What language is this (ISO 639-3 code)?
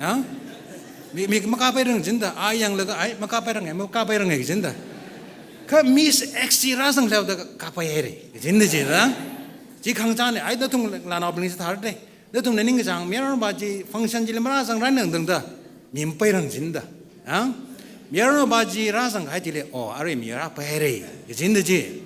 nmf